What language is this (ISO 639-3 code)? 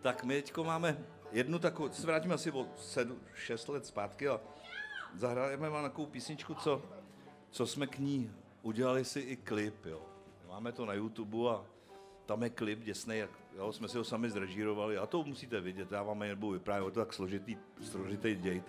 ces